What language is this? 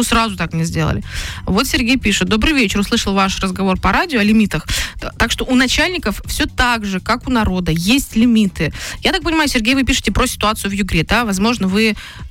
Russian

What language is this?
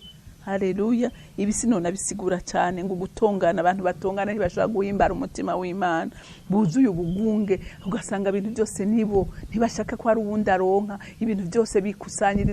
Rundi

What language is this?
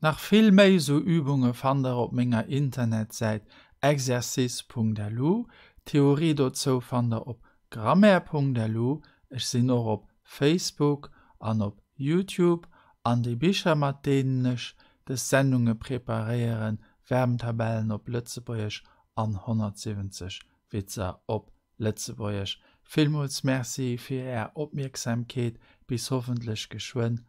Luxembourgish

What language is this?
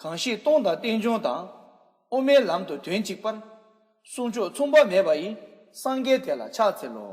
Tibetan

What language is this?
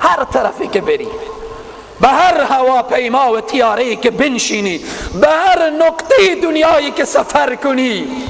Persian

